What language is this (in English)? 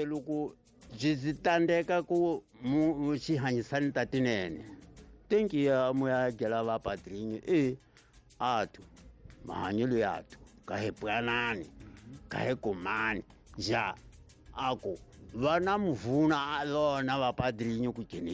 Tsonga